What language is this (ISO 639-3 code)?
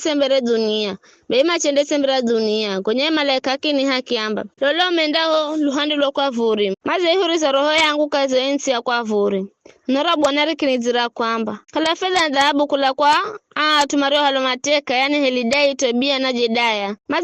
nyf